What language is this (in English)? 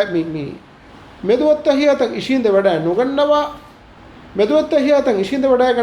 Divehi